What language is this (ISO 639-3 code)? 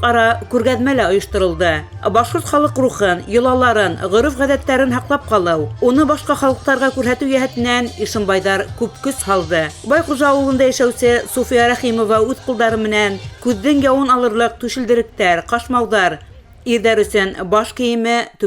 bak